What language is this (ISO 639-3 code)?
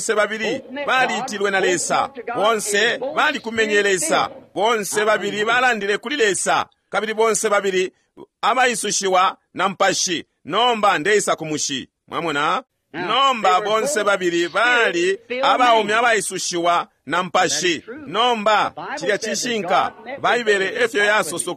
bem